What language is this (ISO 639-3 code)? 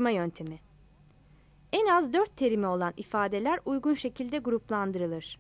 tur